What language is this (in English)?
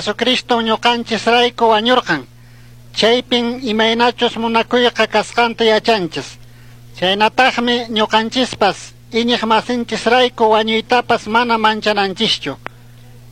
Chimborazo Highland Quichua